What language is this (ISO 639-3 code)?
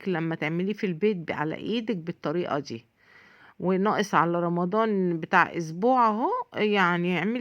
arz